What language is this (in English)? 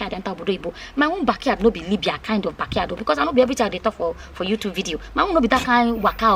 Nigerian Pidgin